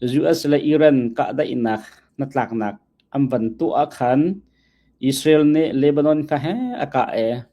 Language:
Hakha Chin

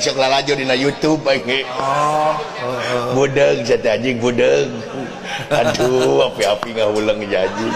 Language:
Sundanese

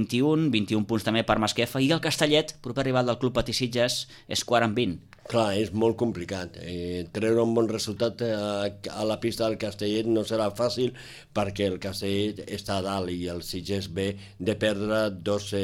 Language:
Catalan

